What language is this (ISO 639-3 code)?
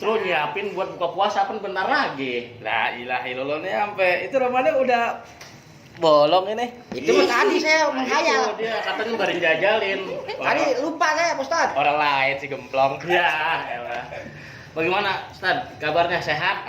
bew